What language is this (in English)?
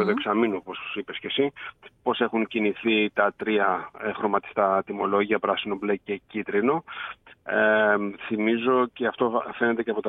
Greek